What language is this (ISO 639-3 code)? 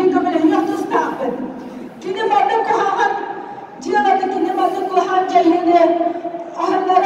sah